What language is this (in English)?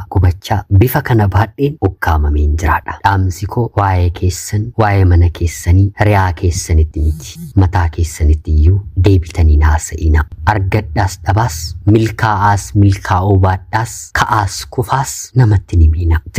Oromo